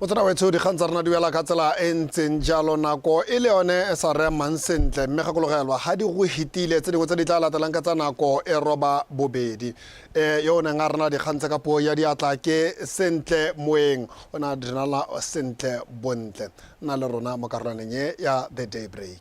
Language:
Tswana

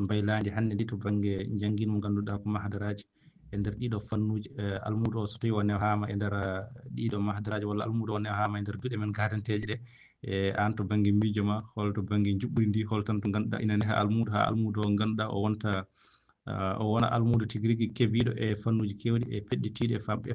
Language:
Fula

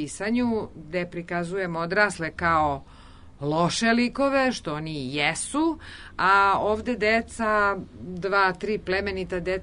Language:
Serbian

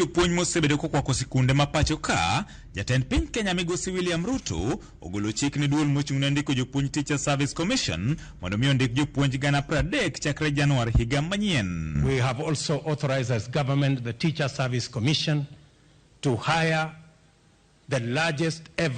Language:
Luo (Kenya and Tanzania)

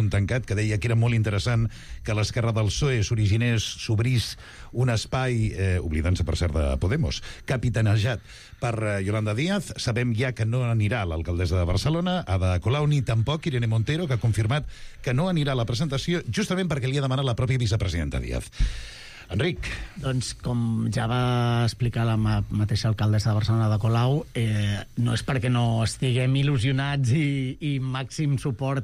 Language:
Catalan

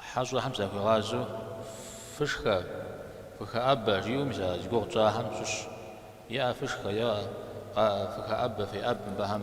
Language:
Kabardian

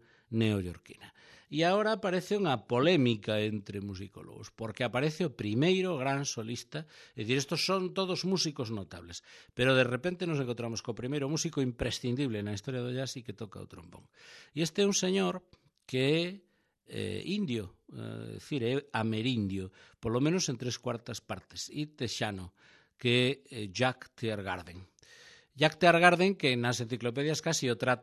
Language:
Galician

